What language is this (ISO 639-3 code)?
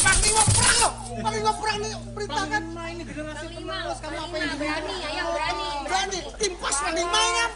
bjn